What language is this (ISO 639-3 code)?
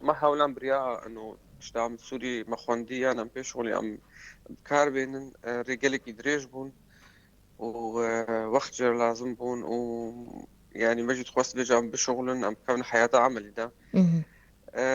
kur